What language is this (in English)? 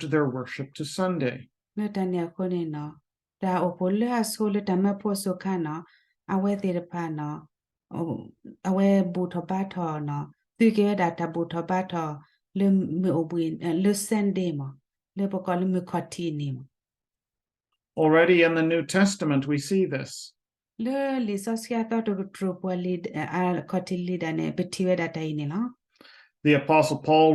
S'gaw Karen